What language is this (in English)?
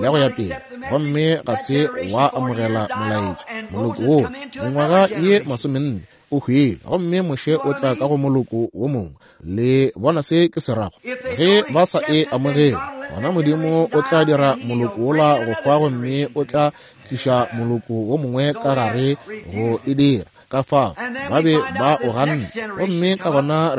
Northern Sotho